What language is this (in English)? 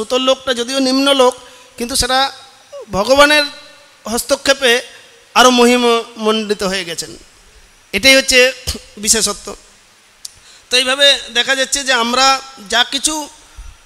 Bangla